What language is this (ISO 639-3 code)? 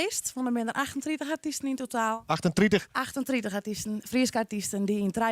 fry